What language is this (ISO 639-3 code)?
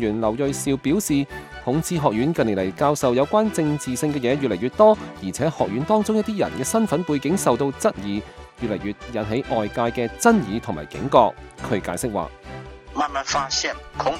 yue